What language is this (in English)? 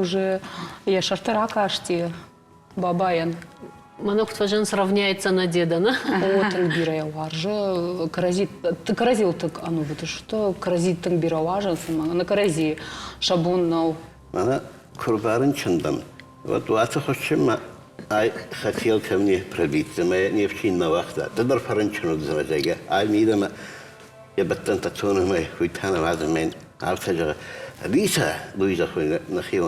Ossetic